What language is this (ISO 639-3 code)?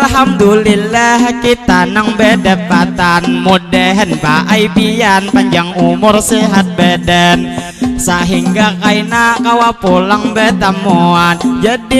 bjn